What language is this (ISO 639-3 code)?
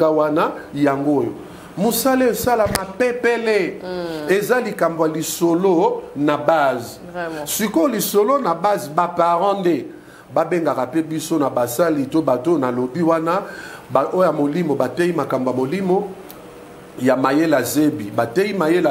lin